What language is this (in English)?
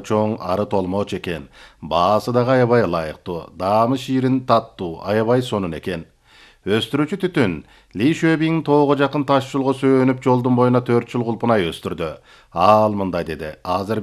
Kyrgyz